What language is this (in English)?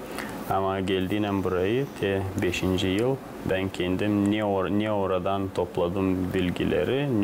Gagauz